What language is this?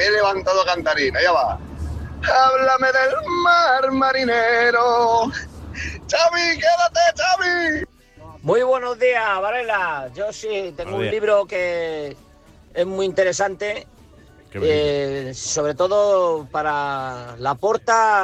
Spanish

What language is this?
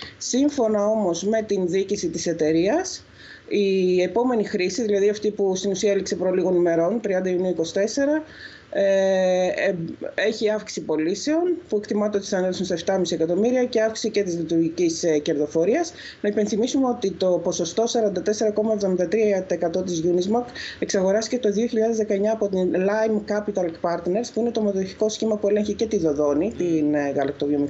Greek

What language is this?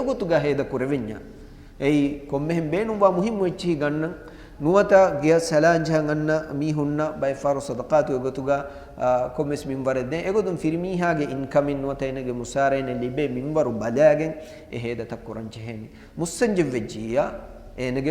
Divehi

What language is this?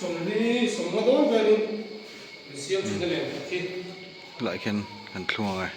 Mizo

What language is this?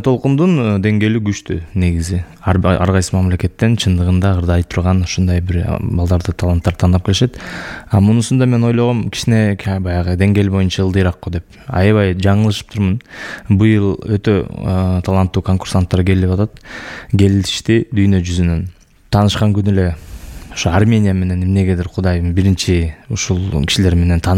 Kyrgyz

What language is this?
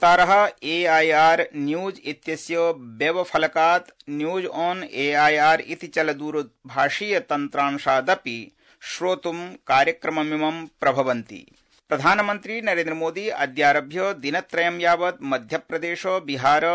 Sanskrit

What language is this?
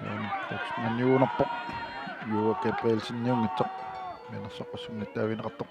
Kalaallisut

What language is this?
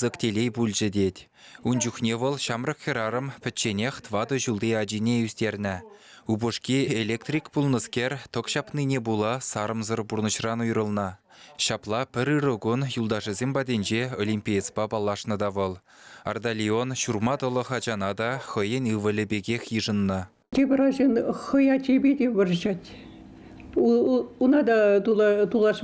Chuvash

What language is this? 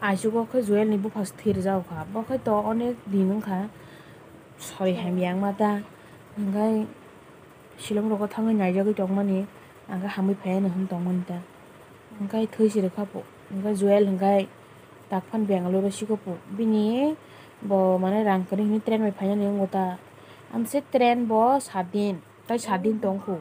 Kok Borok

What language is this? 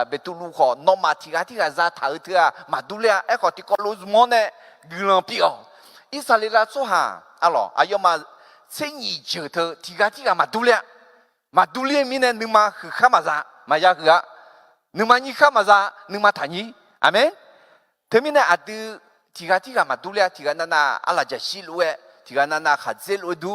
Akha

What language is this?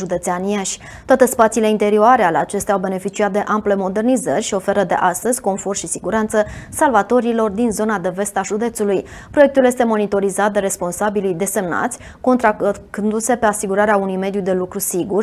Romanian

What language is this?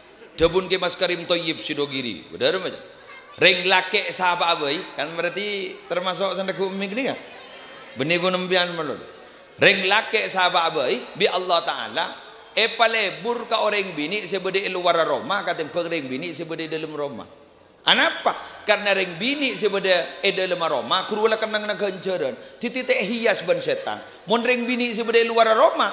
Madurese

